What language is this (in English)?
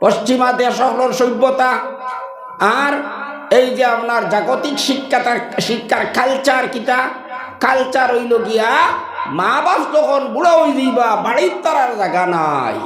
Sylheti